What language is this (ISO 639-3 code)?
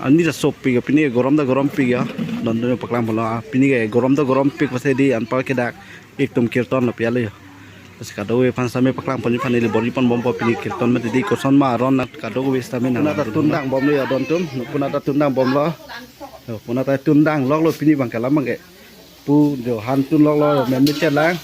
mjw